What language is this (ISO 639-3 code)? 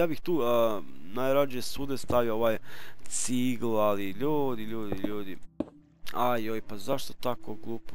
hrv